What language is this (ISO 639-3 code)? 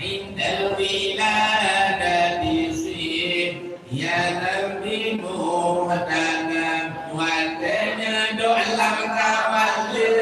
ace